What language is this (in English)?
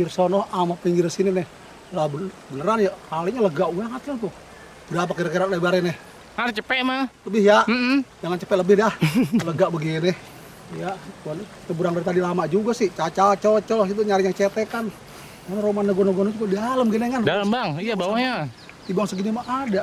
Betawi